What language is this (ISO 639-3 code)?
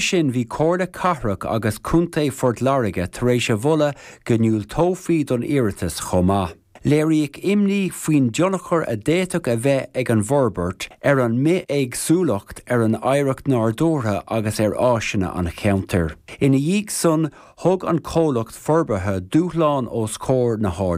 gle